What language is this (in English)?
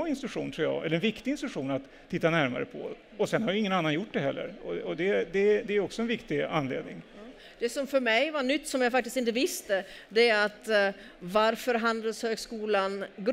Swedish